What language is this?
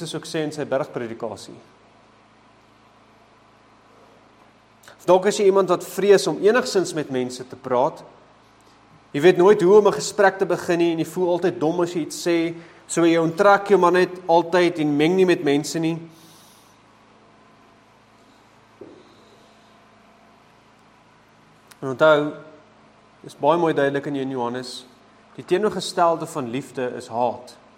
Afrikaans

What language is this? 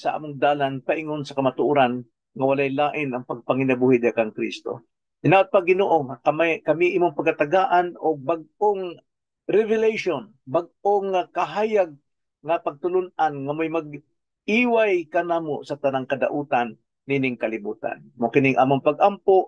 Cebuano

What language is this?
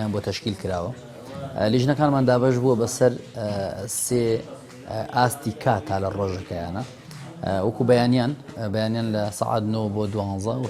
Central Kurdish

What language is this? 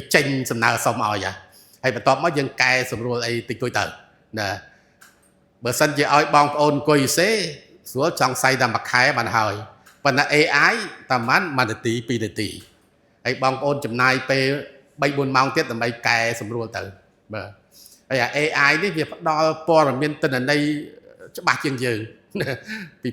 Khmer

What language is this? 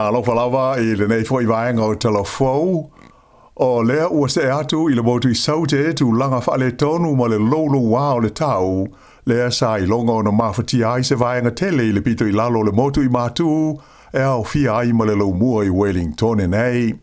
Samoan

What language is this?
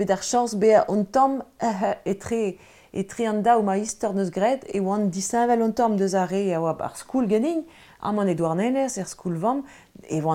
Breton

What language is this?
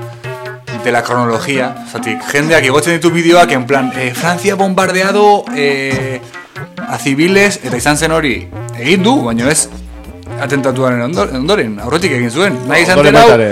Basque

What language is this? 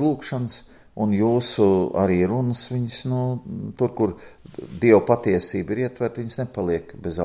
Latvian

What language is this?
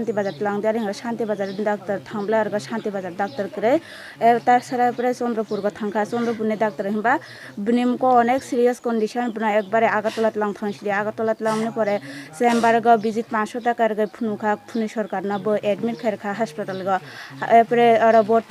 Kok Borok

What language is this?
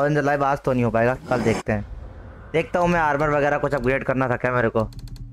Hindi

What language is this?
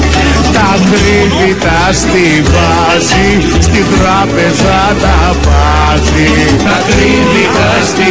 Greek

